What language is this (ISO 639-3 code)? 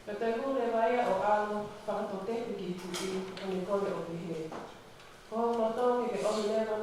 ton